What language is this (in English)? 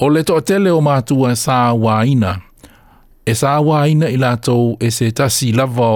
Samoan